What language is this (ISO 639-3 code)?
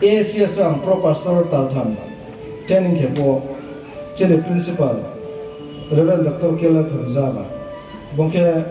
ria